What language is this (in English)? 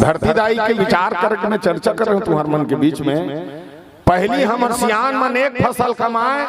Chhattisgarhi